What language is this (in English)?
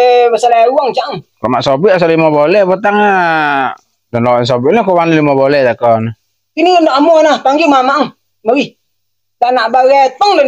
Minangkabau